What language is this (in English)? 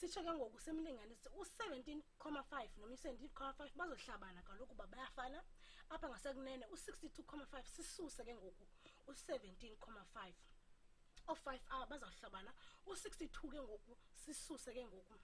Xhosa